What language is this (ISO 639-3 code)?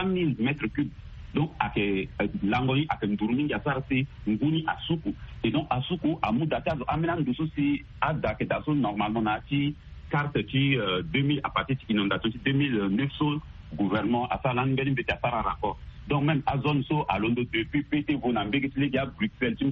sag